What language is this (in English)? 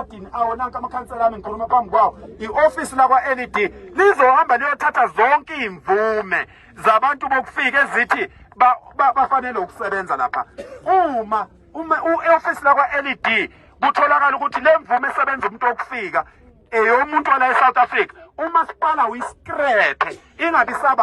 Zulu